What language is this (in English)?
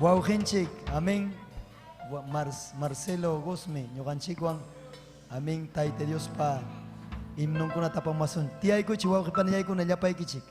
Ayacucho Quechua